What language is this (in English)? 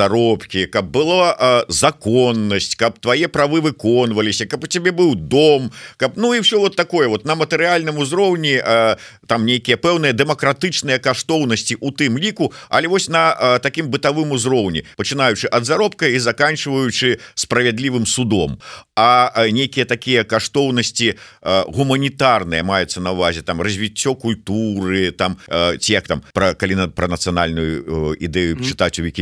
Belarusian